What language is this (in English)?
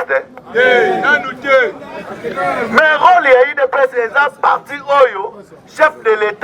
Lingala